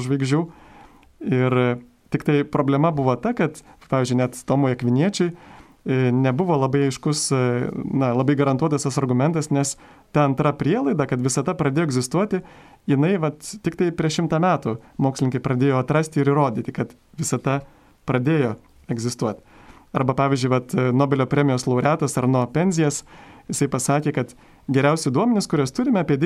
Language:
Lithuanian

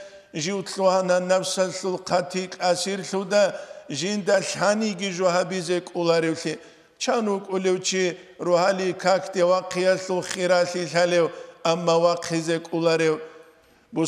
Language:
Avaric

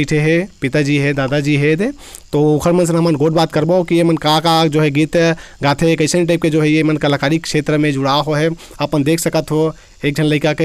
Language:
Chhattisgarhi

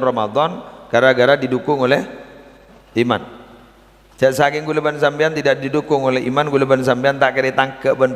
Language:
Madurese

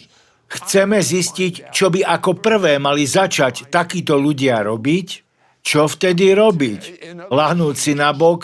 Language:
Slovak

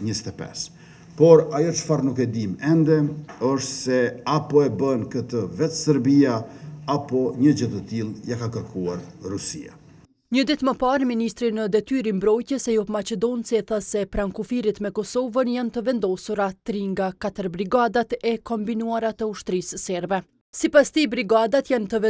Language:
Albanian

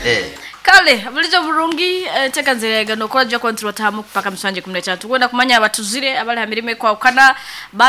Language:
Nyoro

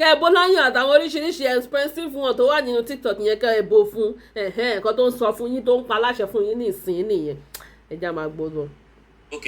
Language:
Yoruba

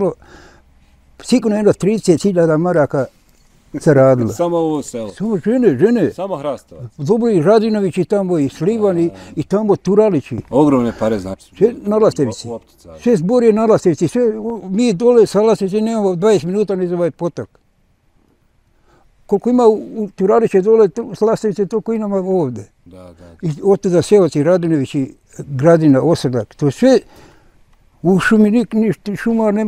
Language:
Bosnian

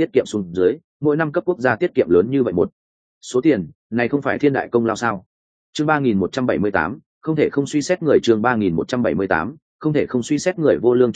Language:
Vietnamese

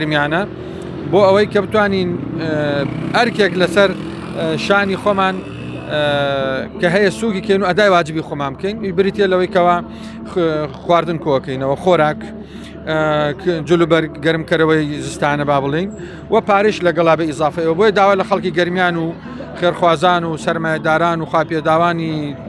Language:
Central Kurdish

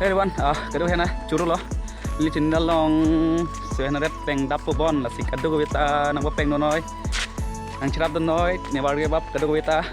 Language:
Karbi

